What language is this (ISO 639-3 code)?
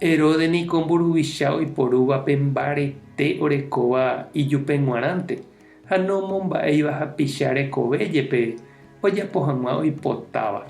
grn